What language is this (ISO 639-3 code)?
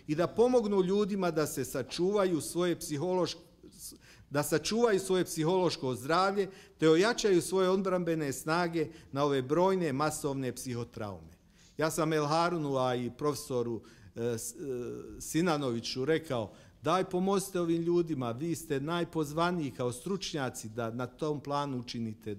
bos